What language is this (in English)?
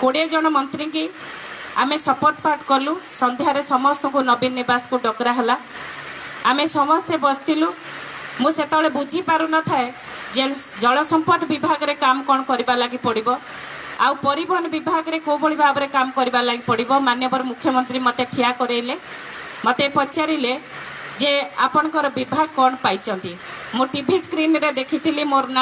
Odia